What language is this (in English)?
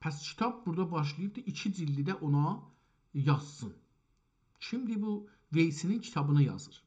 South Azerbaijani